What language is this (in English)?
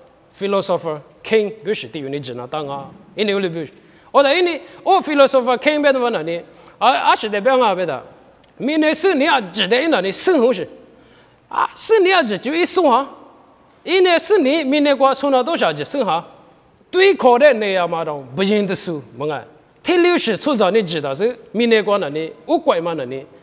Lisu